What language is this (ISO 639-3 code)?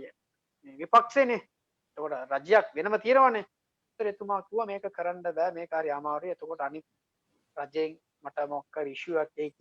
sin